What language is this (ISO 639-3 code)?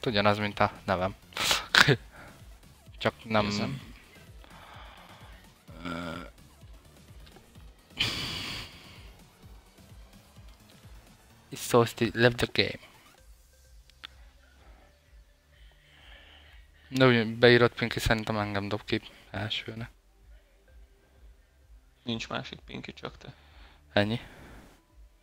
hun